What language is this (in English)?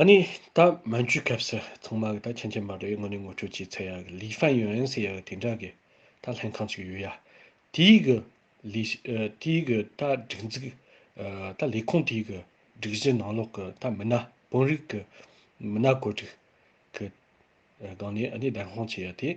Tibetan